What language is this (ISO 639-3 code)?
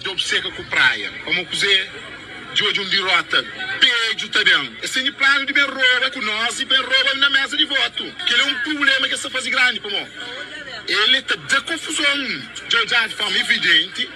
kea